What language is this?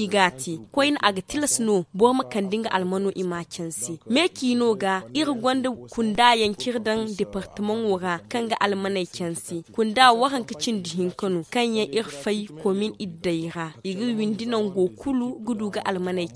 Zarma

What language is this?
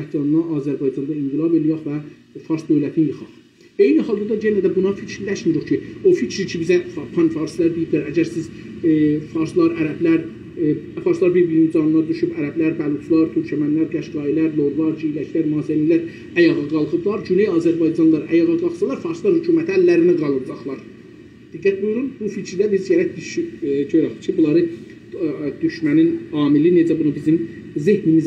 South Azerbaijani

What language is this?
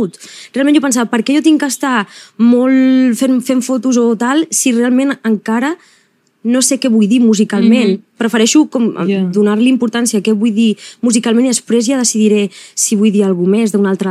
Catalan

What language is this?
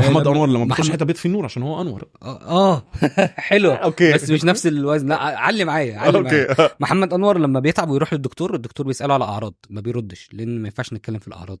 Egyptian Arabic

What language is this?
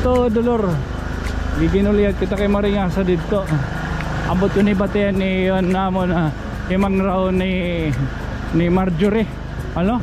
Waray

